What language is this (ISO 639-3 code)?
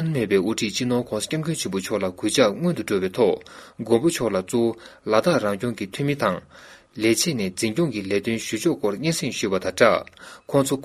bod